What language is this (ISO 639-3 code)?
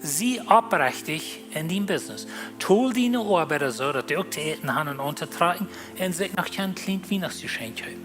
pdt